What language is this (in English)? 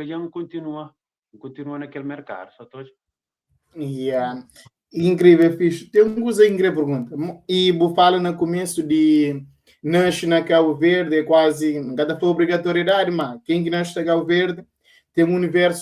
Kabuverdianu